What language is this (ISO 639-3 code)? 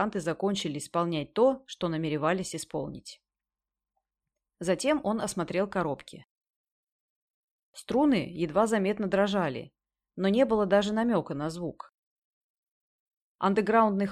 rus